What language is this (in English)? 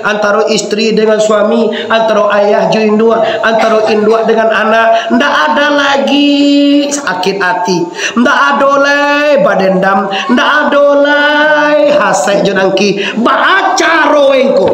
Minangkabau